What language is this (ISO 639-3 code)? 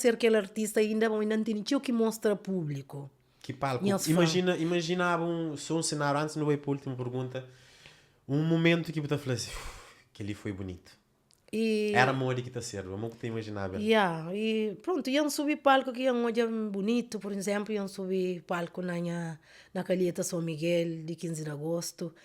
kea